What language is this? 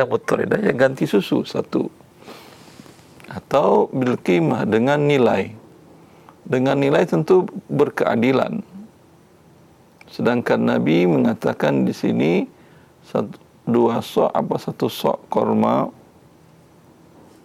Indonesian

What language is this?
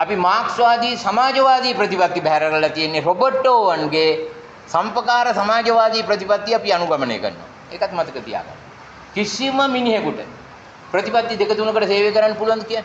Sinhala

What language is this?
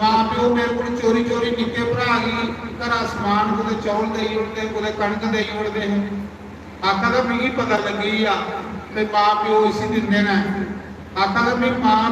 Dogri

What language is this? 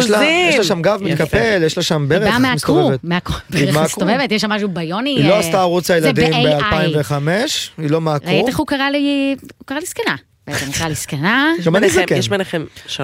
Hebrew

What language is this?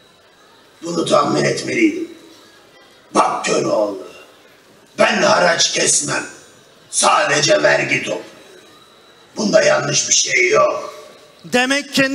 Turkish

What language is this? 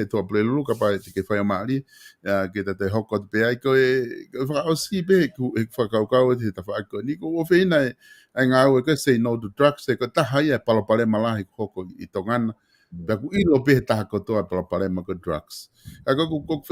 Tongan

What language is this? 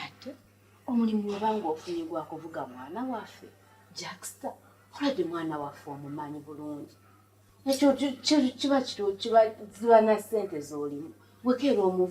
Ganda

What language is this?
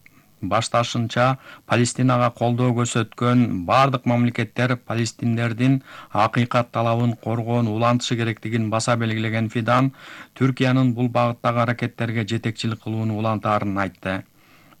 Kyrgyz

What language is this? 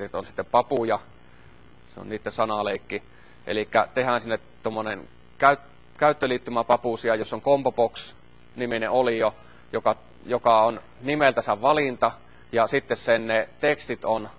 Finnish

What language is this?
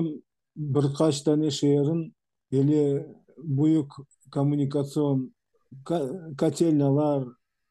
Crimean Tatar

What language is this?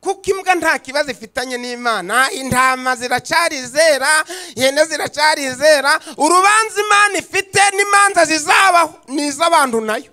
Kinyarwanda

